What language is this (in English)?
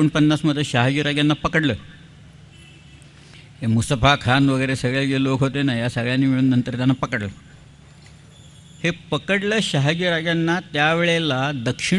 Marathi